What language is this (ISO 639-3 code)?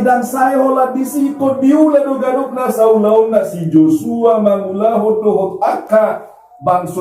bbc